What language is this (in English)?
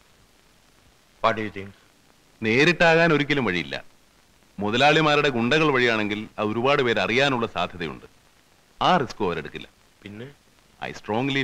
Malayalam